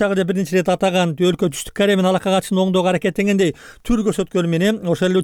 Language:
Kyrgyz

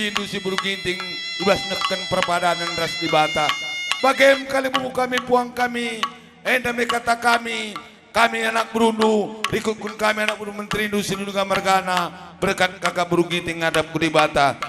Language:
Batak Karo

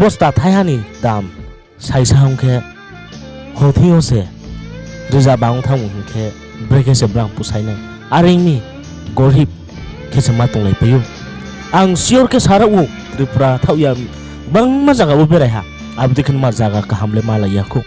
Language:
Riang (India)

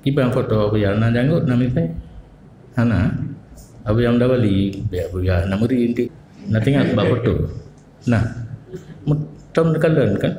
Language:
Achinese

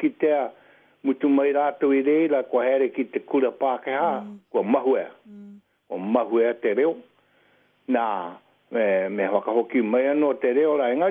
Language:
Māori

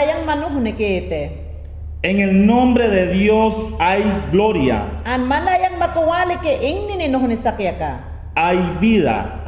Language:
Mayangna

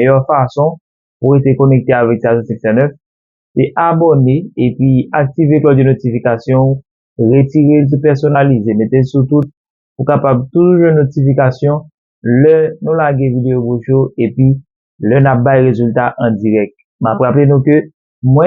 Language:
Haitian Creole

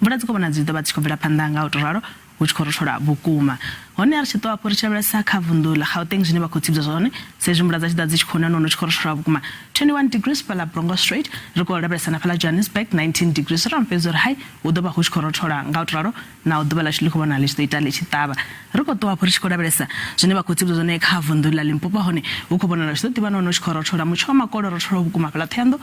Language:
Venda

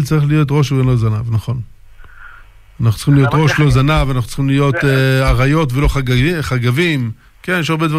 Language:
Hebrew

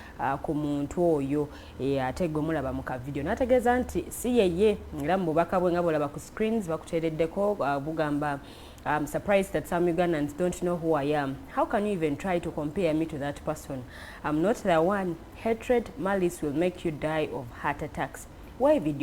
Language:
Ganda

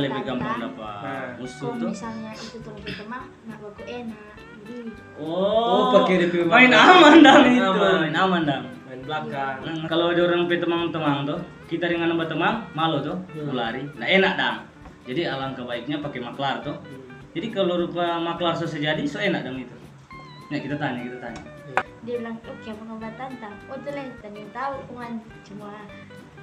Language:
Manado Malay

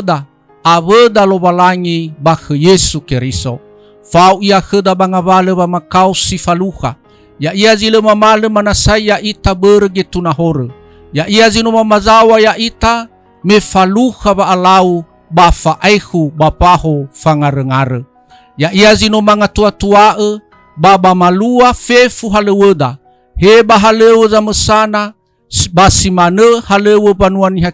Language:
Nias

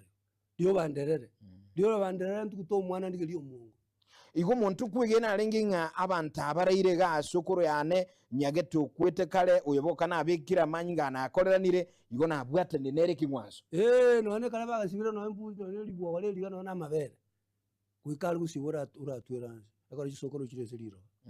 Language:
Gusii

